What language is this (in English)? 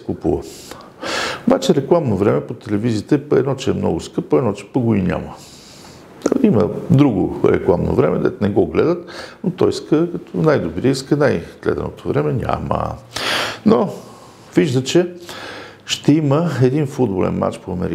Bulgarian